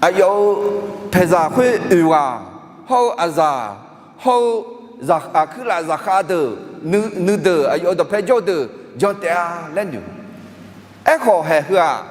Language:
Akha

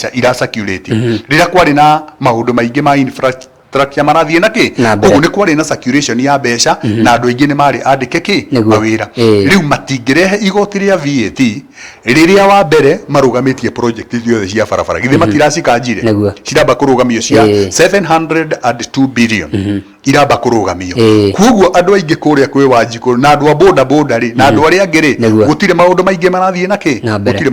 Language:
Kikuyu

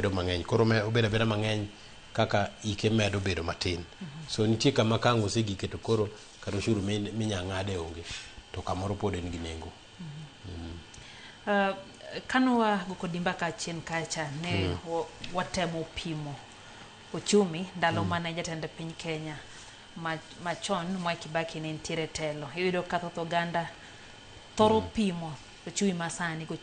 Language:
Luo (Kenya and Tanzania)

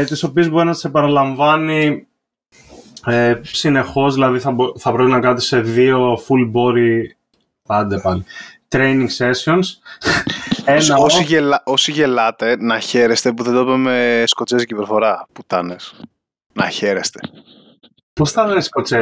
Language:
Greek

